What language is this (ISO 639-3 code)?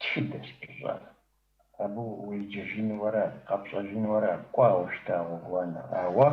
kbd